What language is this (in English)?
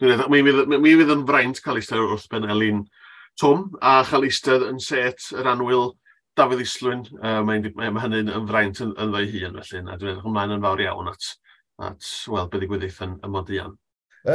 Welsh